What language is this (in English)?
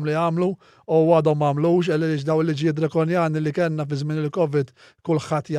Maltese